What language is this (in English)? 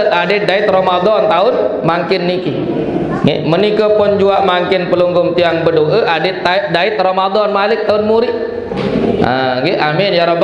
Sasak